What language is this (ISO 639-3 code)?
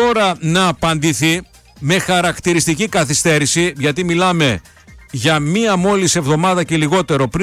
ell